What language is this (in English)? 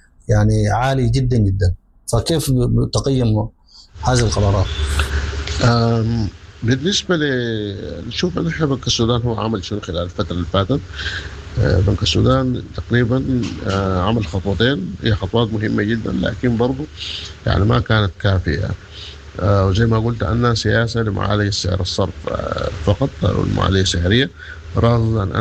Sudanese Arabic